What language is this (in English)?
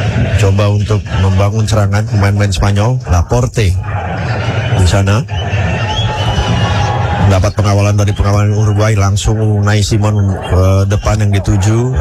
Indonesian